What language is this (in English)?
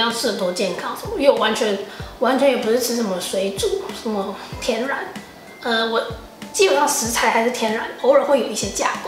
Chinese